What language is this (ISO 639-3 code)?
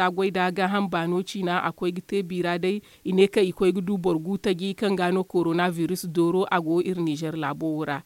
dje